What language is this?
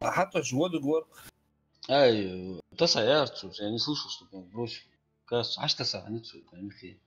Ingush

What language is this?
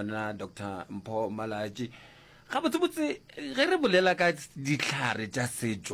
Northern Sotho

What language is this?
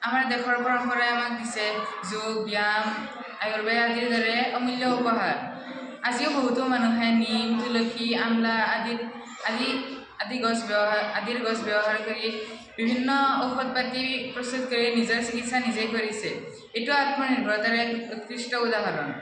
Assamese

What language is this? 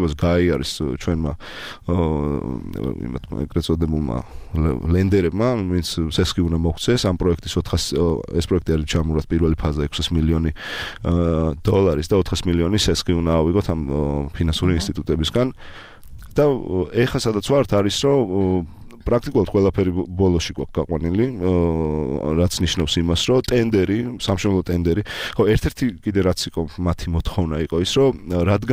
Georgian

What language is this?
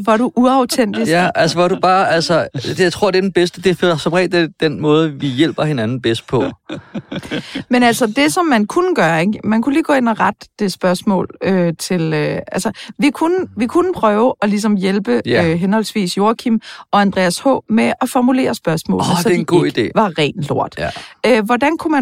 Danish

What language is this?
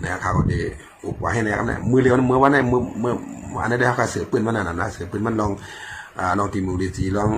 Shan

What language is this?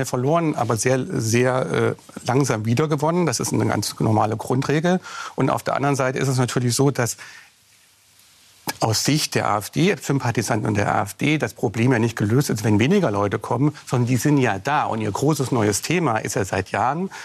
German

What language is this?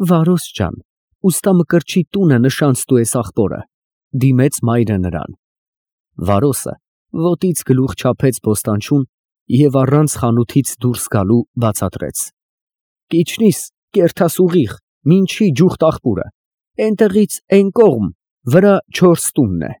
Armenian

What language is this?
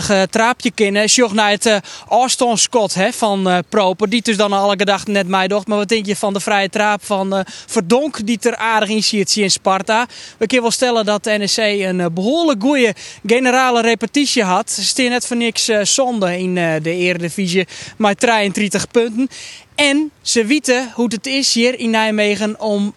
Western Frisian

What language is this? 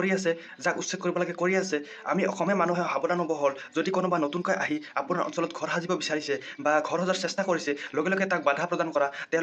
Assamese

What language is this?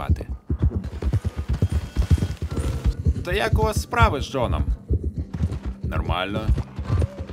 Ukrainian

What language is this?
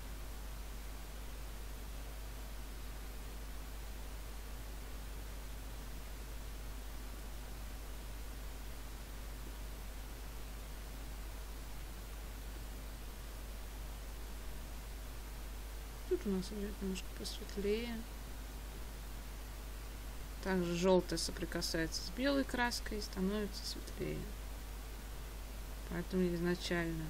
Russian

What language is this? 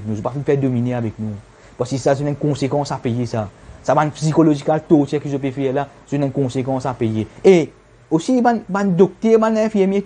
Morisyen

